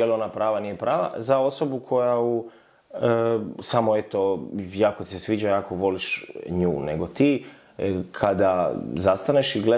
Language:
Croatian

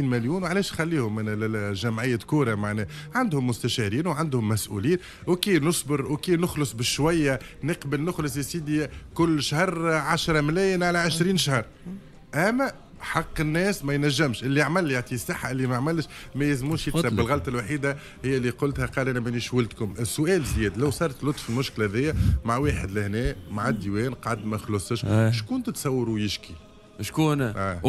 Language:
Tunisian Arabic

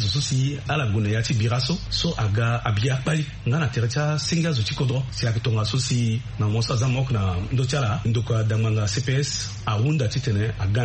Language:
Sango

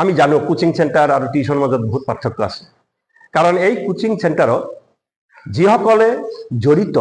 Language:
Assamese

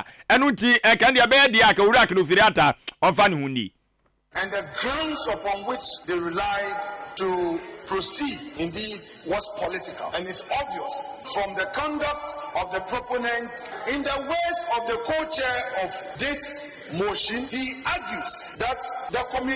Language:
Akan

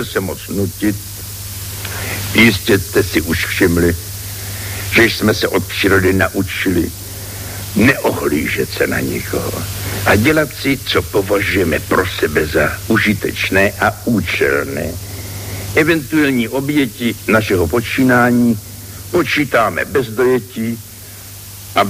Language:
Czech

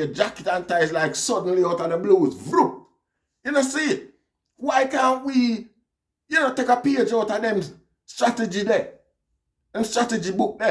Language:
Jamaican Creole English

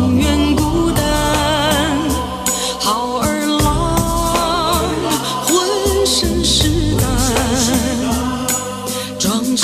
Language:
Chinese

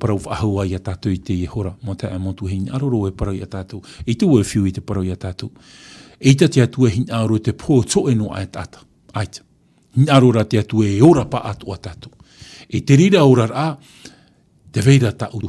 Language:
Tahitian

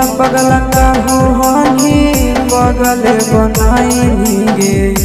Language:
Bhojpuri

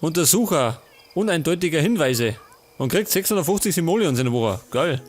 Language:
Bavarian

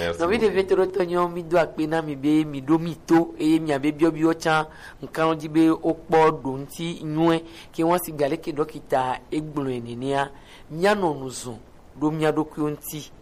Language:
Gen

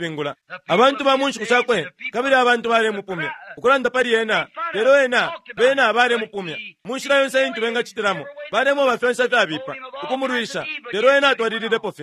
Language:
Bemba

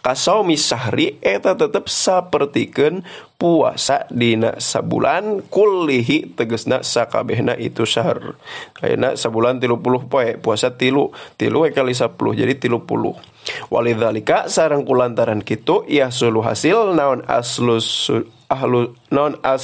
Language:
Sundanese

